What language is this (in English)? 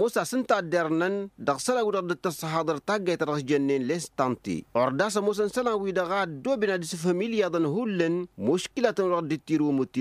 Tamasheq